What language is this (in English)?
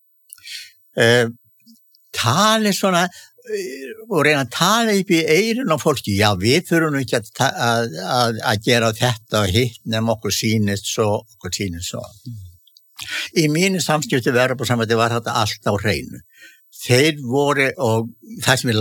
Icelandic